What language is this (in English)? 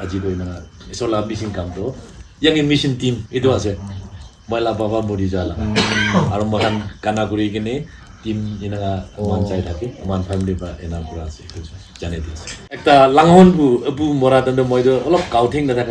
Naga Pidgin